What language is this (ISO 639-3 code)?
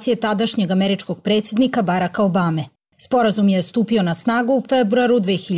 srp